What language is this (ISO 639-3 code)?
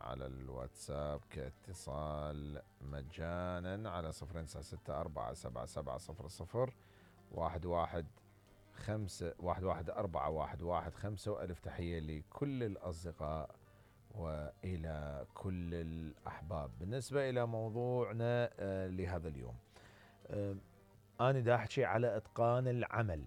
acm